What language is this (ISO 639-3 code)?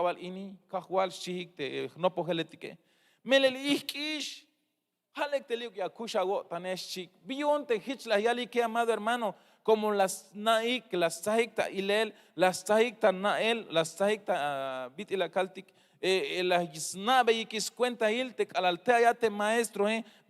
tzh